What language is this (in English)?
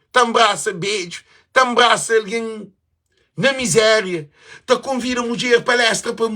Kabuverdianu